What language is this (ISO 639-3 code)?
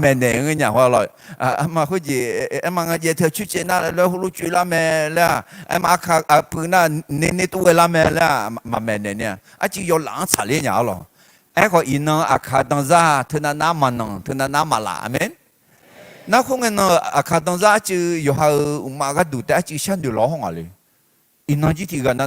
ahk